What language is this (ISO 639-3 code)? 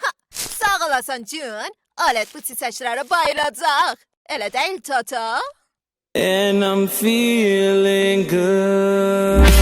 azb